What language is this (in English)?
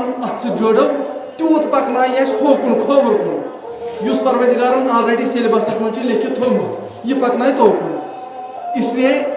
Kashmiri